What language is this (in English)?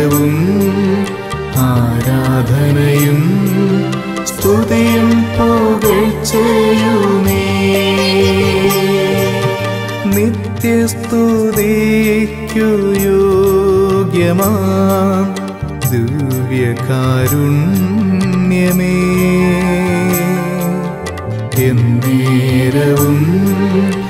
Malayalam